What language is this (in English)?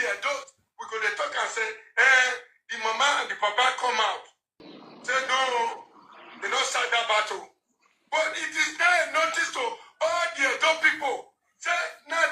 Nigerian Pidgin